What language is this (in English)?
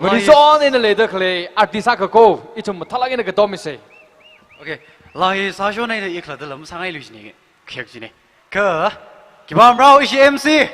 Tangkhul Naga (India)